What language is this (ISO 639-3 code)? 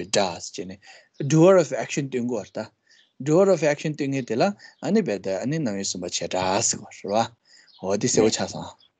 bod